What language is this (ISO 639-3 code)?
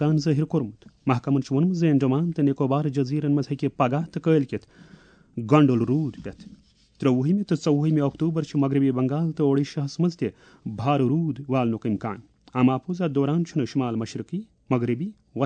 kas